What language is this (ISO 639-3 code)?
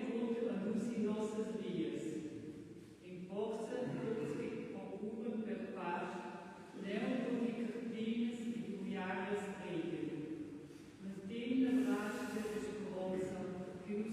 roh